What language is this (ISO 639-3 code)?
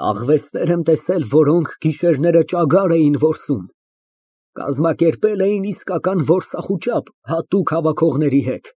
hye